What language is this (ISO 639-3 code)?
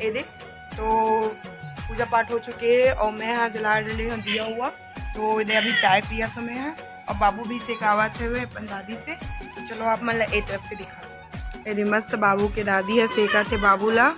hne